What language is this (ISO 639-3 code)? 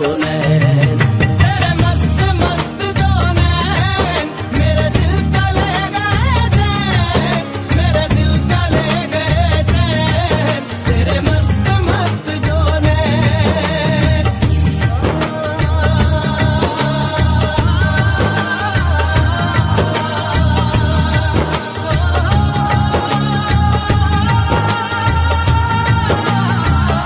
hin